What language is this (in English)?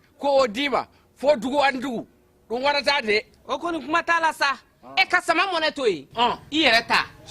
Bambara